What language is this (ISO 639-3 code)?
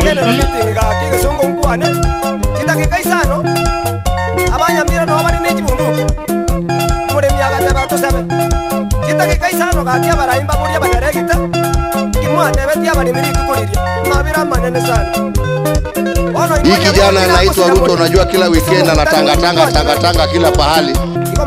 guz